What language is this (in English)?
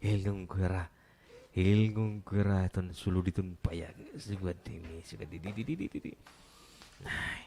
Waray